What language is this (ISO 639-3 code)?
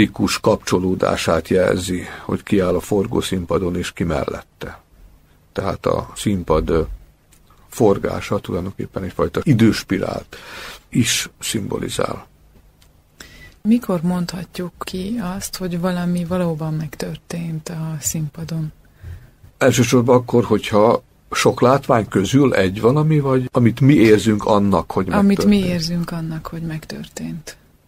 hun